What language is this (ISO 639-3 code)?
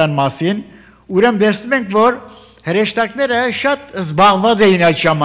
hye